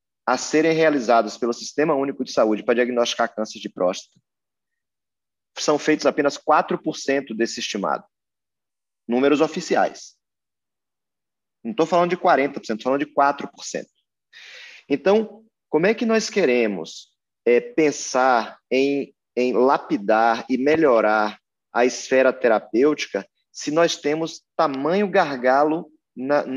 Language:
Portuguese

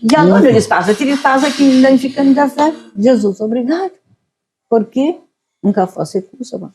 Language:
Kabuverdianu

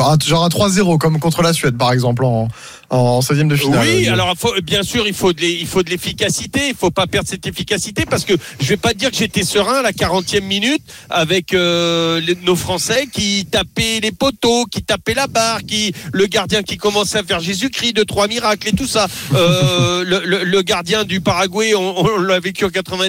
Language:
French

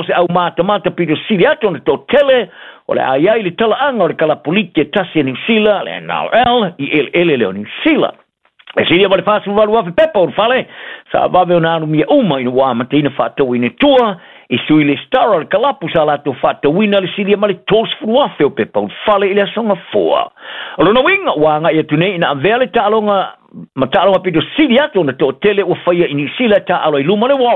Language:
Samoan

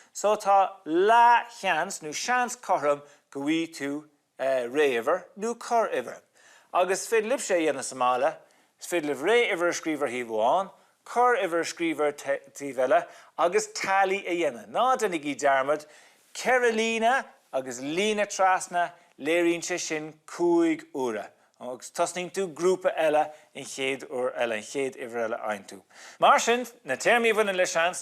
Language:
Irish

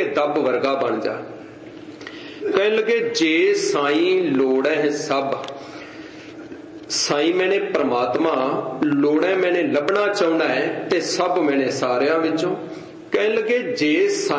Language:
Punjabi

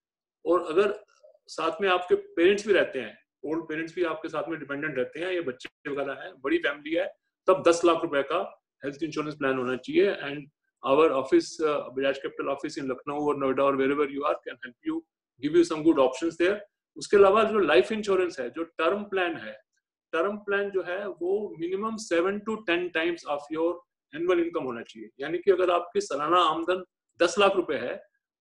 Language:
Hindi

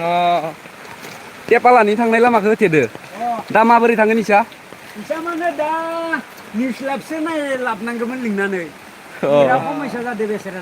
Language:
Bodo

